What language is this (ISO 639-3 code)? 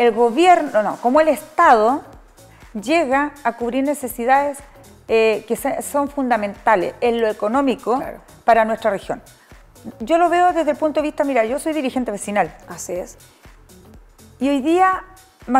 spa